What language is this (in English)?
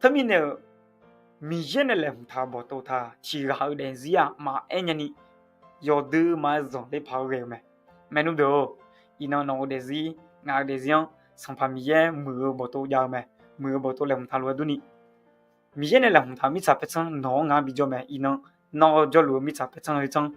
Akha